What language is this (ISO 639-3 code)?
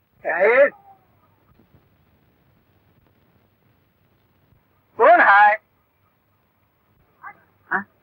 mar